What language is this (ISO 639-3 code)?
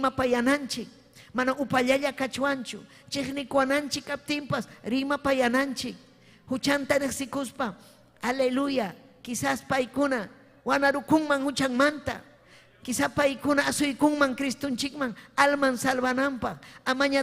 quy